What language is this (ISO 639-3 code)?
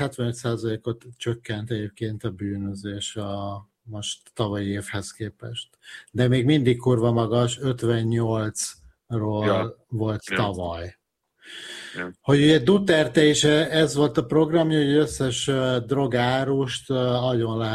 hun